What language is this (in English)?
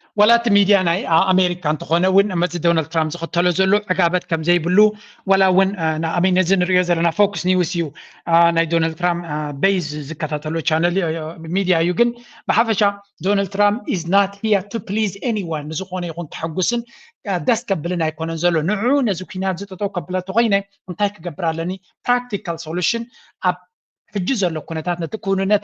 Tigrinya